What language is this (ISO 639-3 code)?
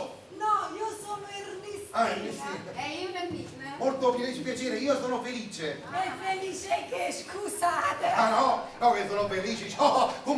nap